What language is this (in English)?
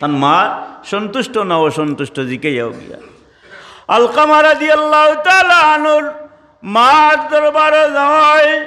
Sylheti